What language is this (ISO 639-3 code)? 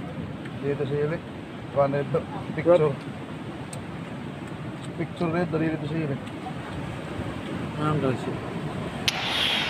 fil